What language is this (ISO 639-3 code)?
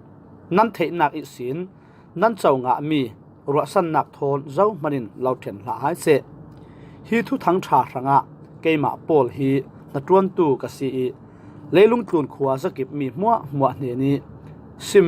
cfm